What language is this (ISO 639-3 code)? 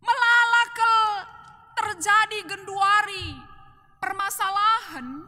btx